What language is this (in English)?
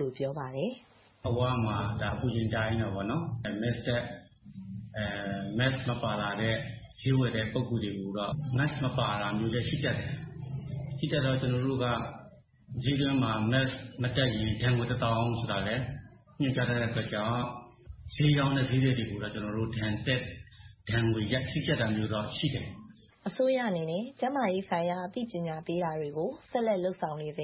Burmese